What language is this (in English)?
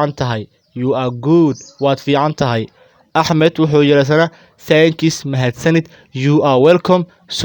Somali